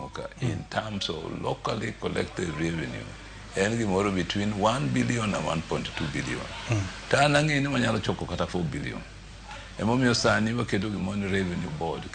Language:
Luo (Kenya and Tanzania)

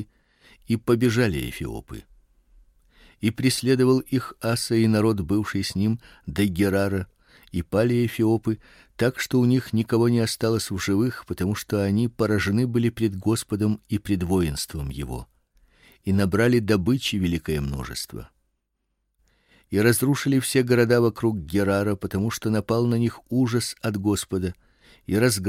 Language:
Russian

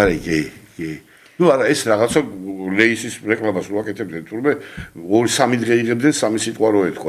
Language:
Georgian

